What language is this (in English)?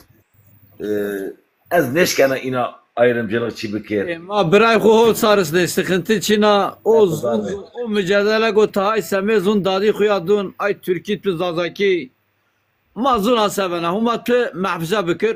Zaza